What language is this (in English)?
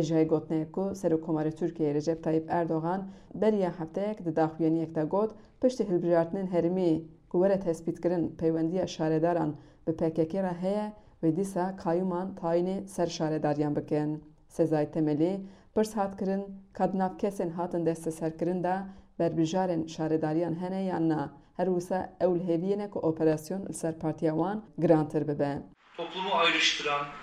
Kurdish